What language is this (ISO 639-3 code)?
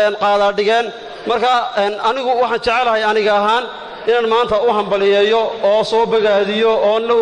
som